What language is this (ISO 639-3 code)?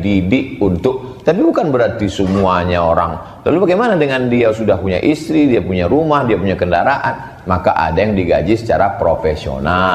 ind